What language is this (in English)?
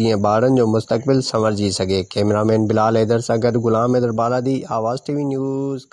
Sindhi